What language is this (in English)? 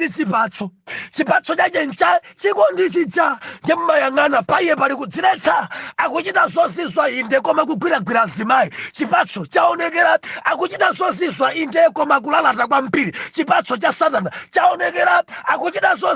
Nyanja